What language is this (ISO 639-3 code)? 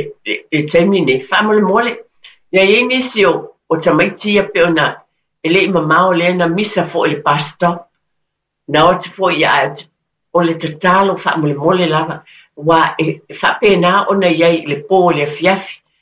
smo